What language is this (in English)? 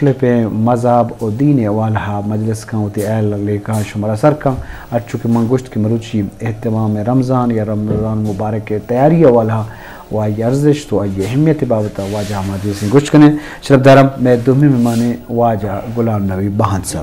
Eastern Balochi